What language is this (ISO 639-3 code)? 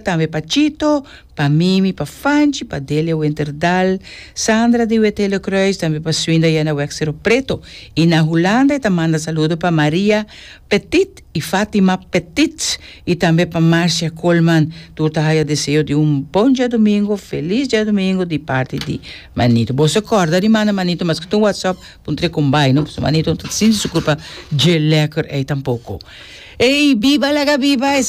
pap